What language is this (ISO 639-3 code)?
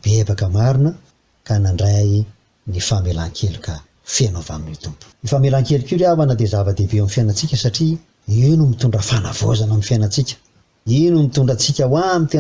mlg